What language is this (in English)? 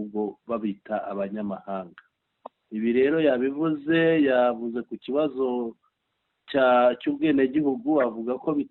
Kinyarwanda